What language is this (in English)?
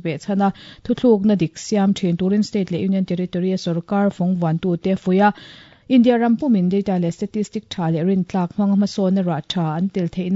Mizo